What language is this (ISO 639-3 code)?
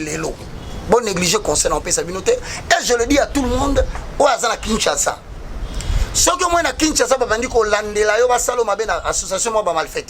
lin